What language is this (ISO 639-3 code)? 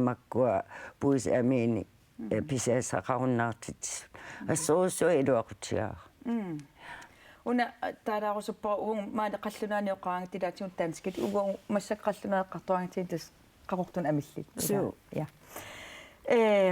kal